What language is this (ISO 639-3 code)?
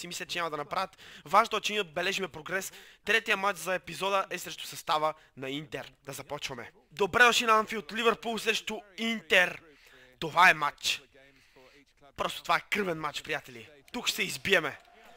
bul